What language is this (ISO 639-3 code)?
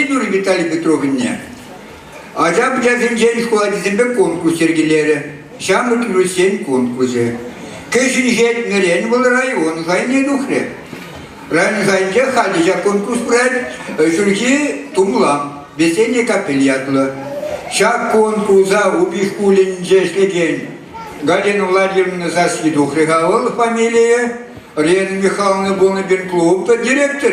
chv